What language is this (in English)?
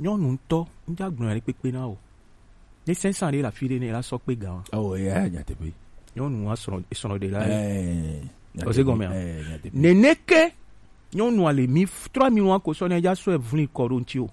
Gen